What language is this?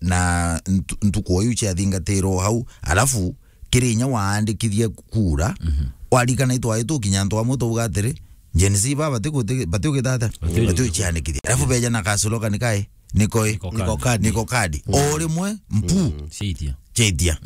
Meru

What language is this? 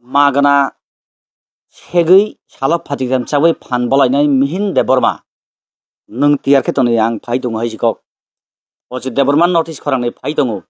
Kok Borok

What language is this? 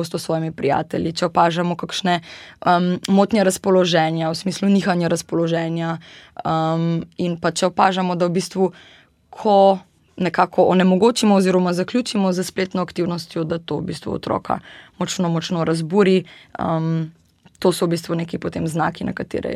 Slovenian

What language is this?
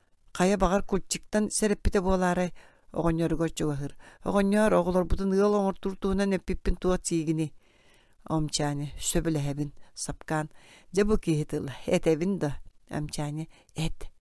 Yakut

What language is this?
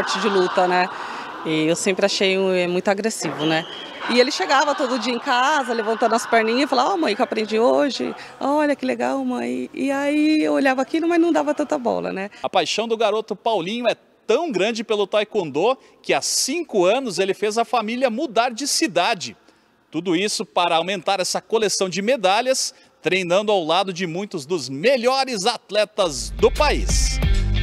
Portuguese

